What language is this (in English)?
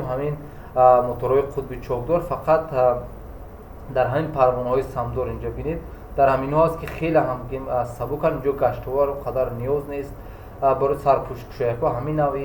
Tajik